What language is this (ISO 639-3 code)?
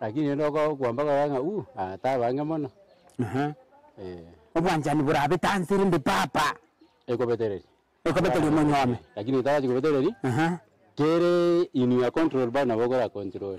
guz